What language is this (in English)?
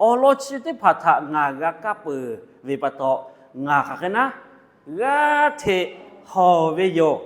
Lahu